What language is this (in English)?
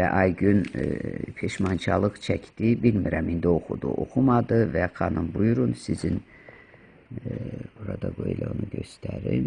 Azerbaijani